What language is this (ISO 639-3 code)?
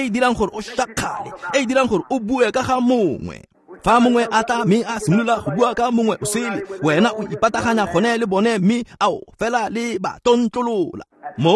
tsn